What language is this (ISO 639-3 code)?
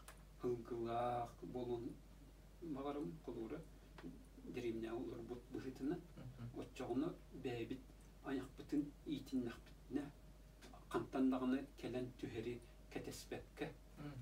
sah